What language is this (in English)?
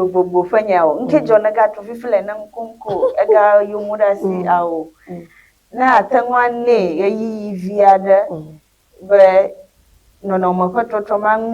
Ewe